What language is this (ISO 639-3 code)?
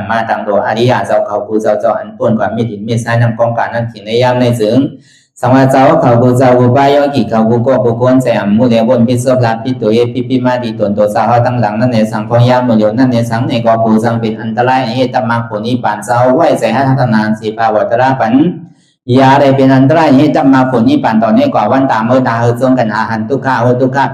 shn